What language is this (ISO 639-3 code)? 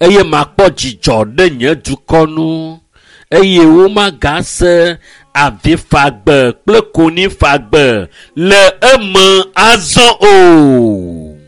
ewe